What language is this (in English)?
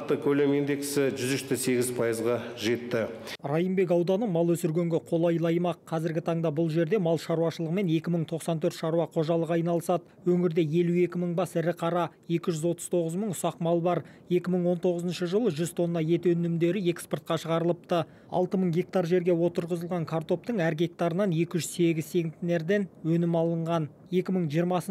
Kazakh